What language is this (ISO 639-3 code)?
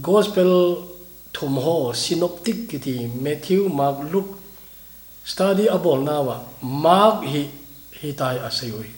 tcz